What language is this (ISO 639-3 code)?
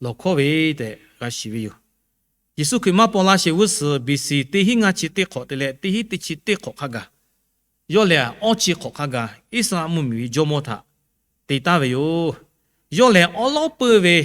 lhu